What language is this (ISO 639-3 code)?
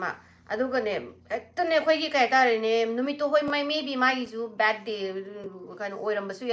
mni